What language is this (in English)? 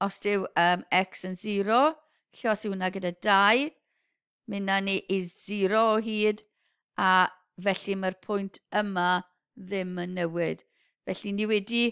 Welsh